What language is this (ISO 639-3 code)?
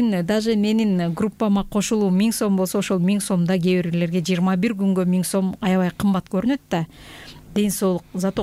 kir